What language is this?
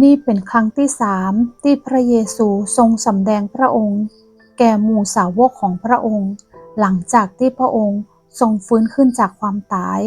Northern Thai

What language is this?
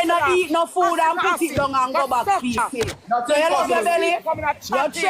Jamaican Creole English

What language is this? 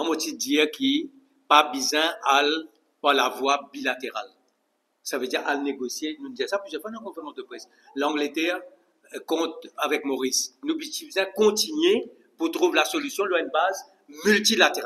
Morisyen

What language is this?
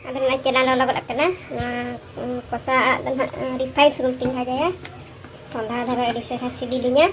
Santali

